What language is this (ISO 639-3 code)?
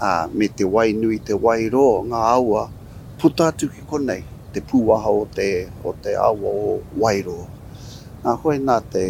mri